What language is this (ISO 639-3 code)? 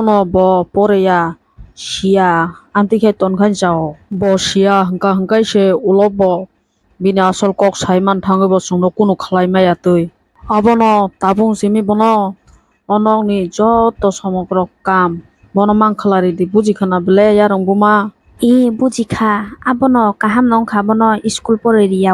trp